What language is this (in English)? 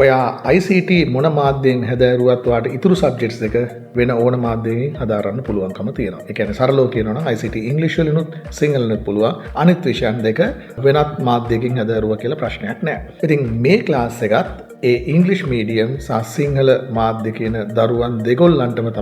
Sinhala